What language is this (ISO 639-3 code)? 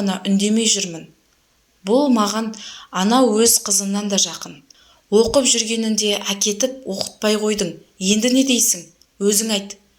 kaz